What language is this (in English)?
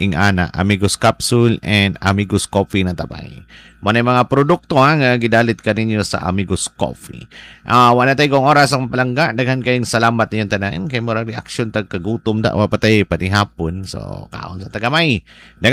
Cebuano